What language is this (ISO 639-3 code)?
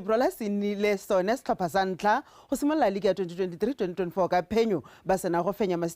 tsn